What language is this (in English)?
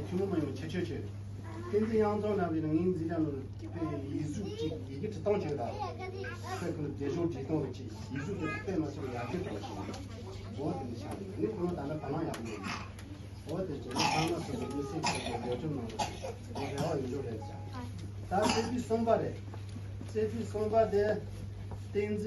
Tibetan